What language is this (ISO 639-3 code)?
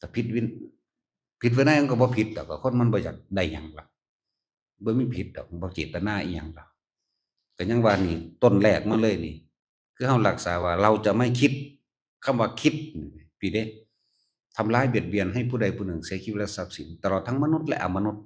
tts